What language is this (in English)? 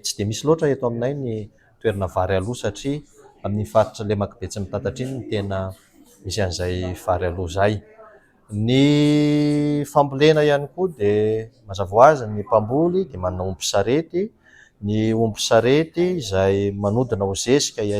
Malagasy